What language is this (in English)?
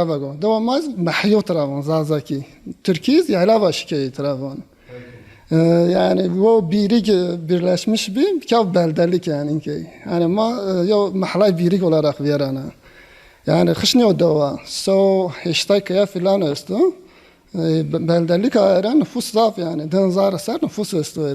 Zaza